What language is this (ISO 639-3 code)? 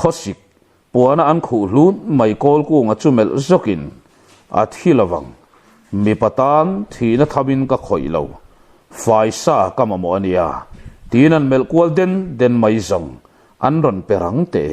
lus